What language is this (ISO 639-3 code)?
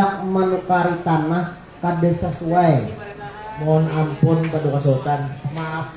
bjn